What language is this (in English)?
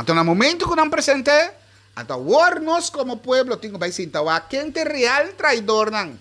Papiamento